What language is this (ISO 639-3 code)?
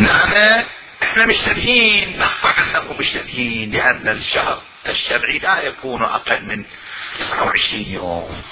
acm